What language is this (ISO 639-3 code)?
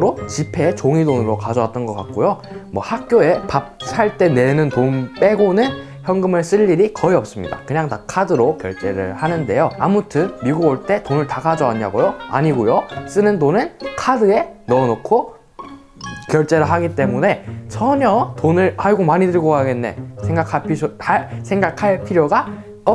kor